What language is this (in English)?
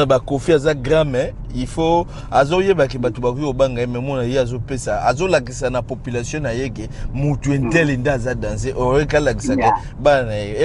Lingala